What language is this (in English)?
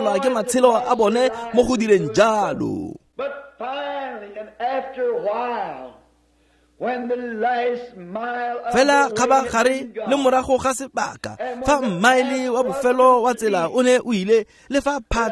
Tswana